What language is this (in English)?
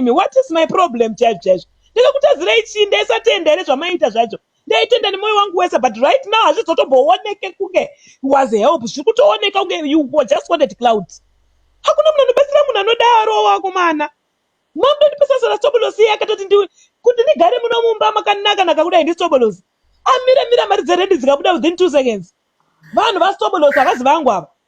Shona